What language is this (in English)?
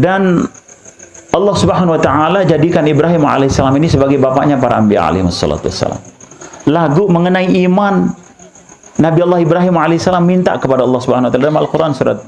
Sasak